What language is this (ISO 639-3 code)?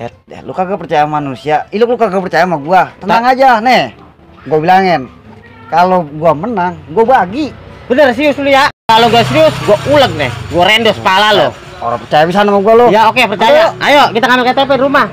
bew